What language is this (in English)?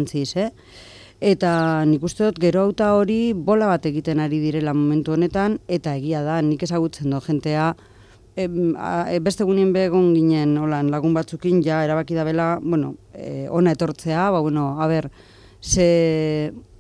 Basque